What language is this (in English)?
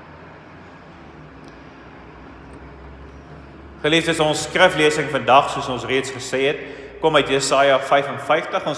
Afrikaans